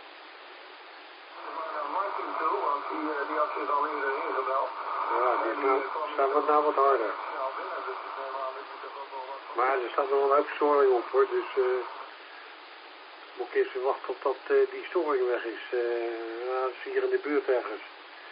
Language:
Dutch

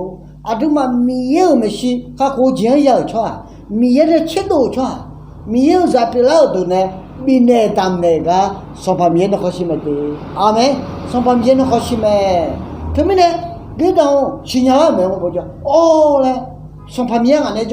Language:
Akha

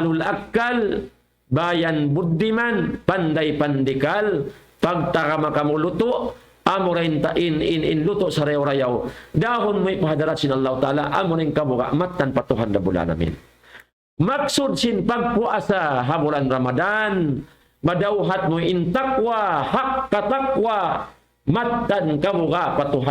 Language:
Tausug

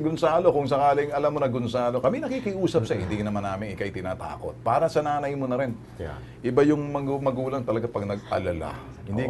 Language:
Filipino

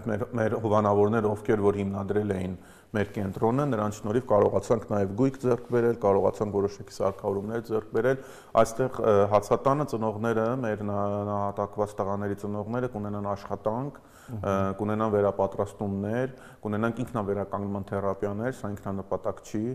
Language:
Armenian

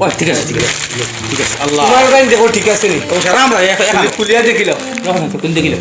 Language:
Sylheti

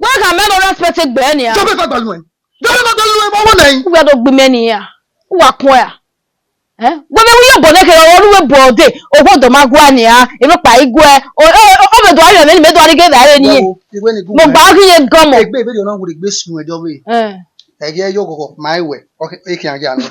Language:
Bini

